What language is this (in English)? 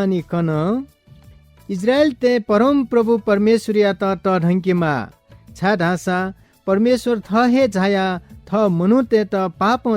Newari